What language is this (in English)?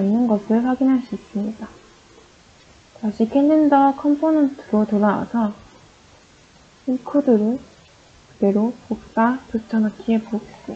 Korean